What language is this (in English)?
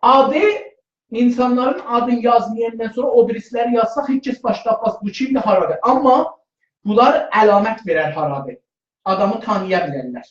South Azerbaijani